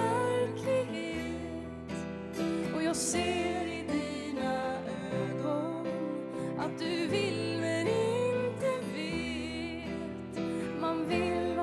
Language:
Swedish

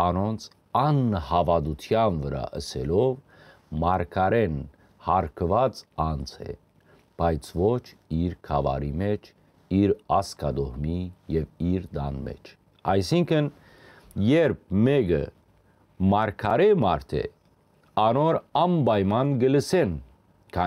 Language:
Western Armenian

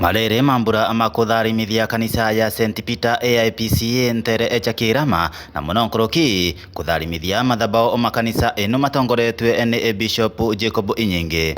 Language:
Meru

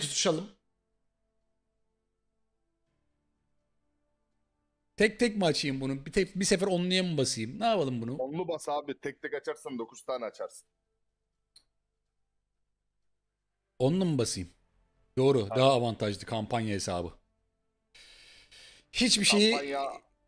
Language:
Turkish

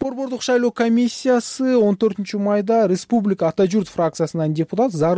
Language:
Kyrgyz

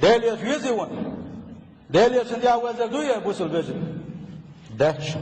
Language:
Chechen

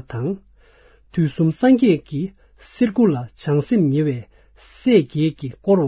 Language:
Tibetan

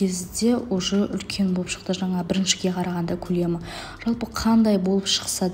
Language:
Kazakh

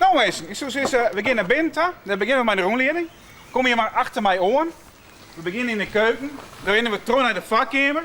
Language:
Western Frisian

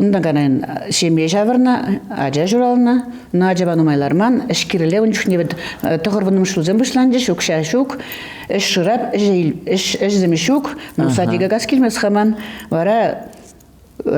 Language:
Chuvash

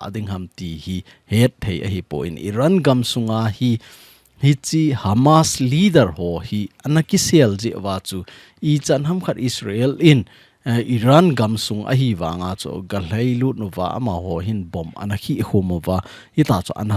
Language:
Thado Chin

